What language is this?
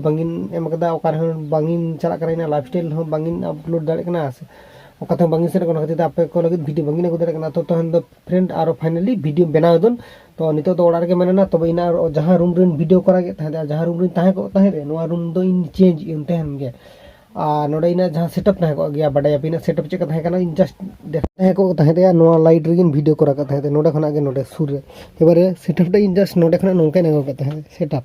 Santali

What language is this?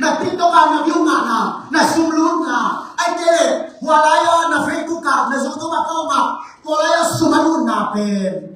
Tedim Chin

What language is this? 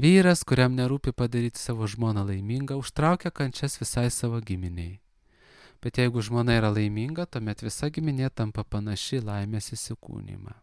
Lithuanian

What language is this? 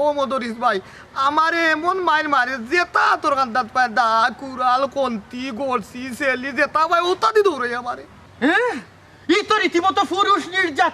Sylheti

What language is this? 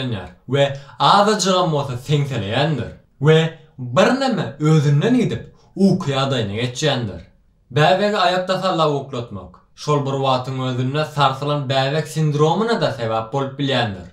Turkmen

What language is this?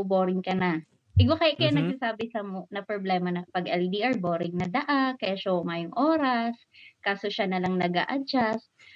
Bikol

